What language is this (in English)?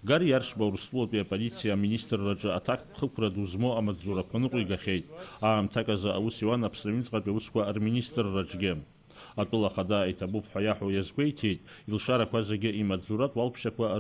Abkhazian